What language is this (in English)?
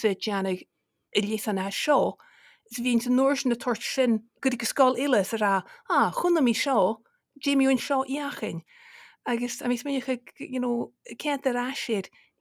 Scottish Gaelic